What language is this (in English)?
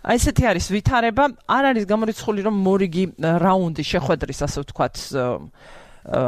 Georgian